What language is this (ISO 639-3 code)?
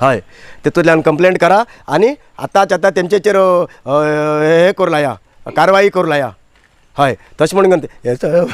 kok